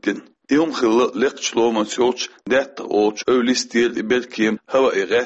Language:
Chechen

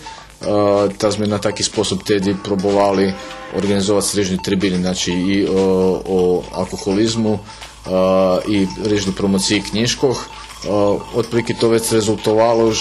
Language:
Rusyn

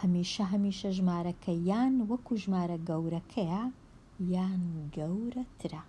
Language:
Central Kurdish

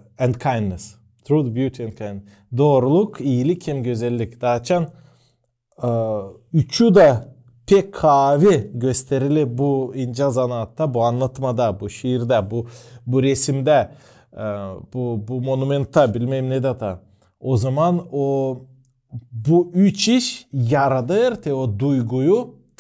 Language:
Gagauz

